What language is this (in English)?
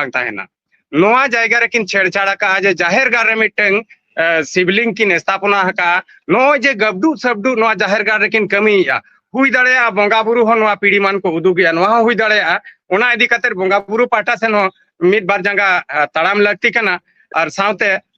Santali